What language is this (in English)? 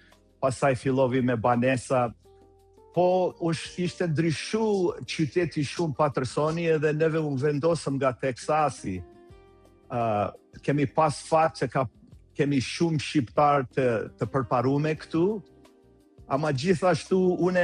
Albanian